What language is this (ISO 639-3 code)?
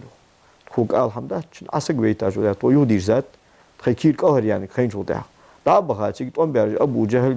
inh